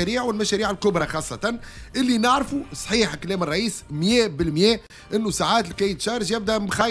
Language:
Tunisian Arabic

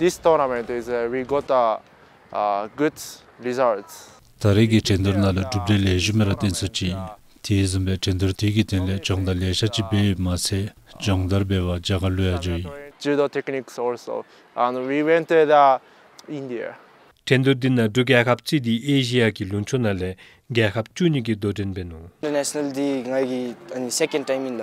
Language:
Dzongkha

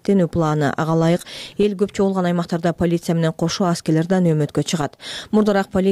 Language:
Kyrgyz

